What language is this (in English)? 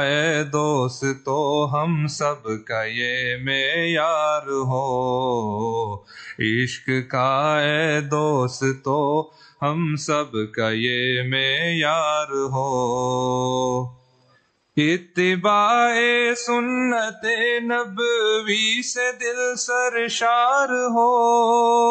Urdu